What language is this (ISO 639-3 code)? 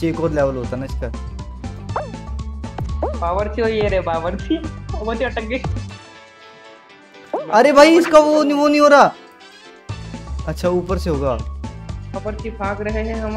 hin